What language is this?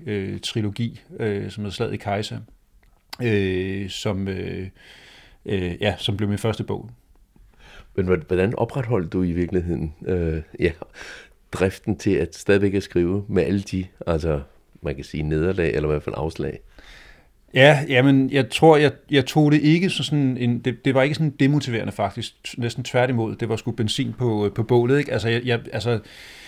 Danish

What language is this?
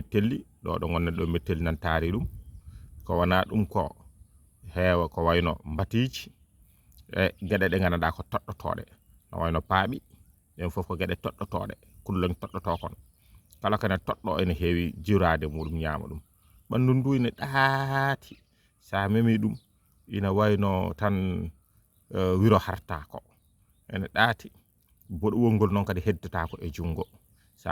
Fula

